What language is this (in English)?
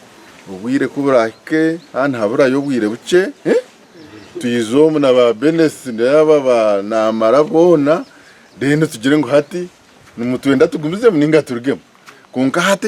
Nyankole